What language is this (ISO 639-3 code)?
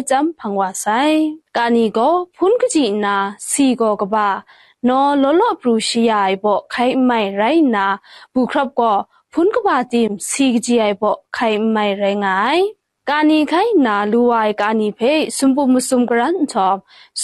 kac